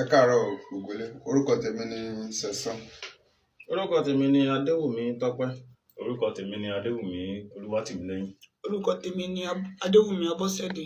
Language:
Yoruba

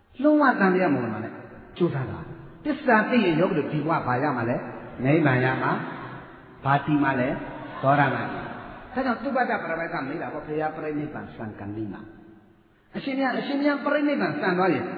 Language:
Burmese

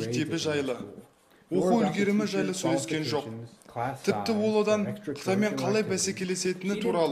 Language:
Kazakh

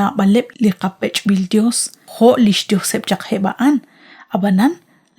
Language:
Kekchí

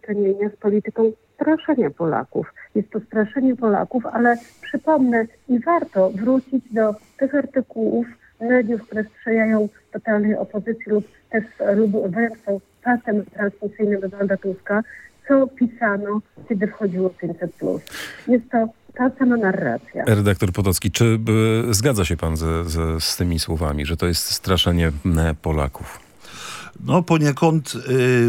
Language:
Polish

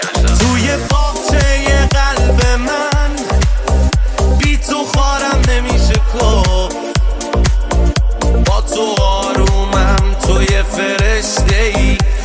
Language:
Persian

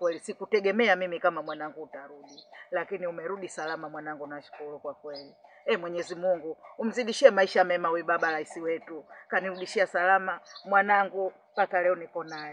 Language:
Swahili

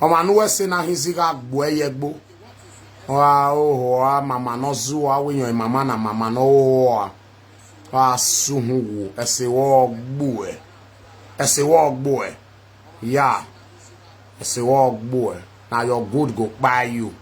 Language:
Nigerian Pidgin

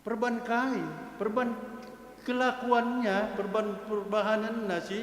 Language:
Batak Karo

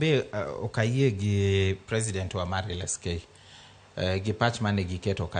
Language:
Luo (Kenya and Tanzania)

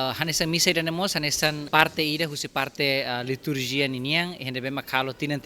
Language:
Tetum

